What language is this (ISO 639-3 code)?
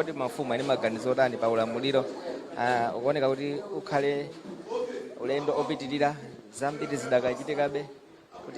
nya